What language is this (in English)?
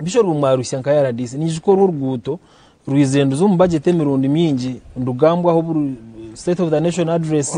Nyankole